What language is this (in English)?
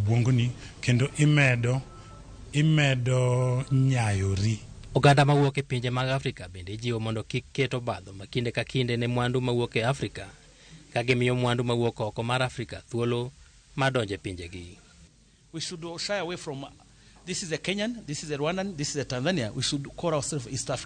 Luo (Kenya and Tanzania)